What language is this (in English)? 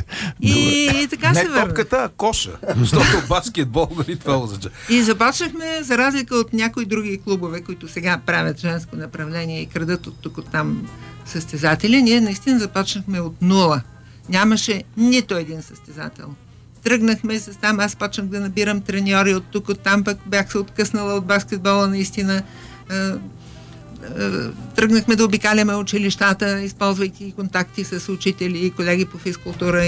Bulgarian